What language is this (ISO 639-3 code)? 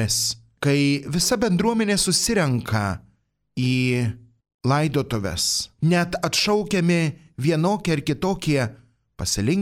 lit